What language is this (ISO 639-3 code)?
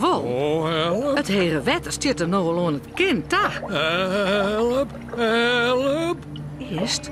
fry